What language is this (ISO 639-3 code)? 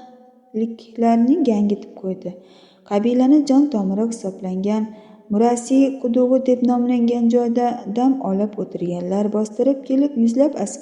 uzb